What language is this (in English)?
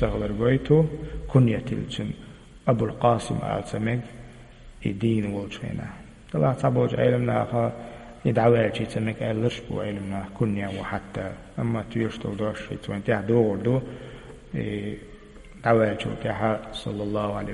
Chechen